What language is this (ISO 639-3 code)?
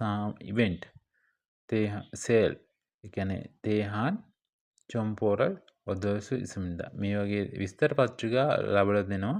sin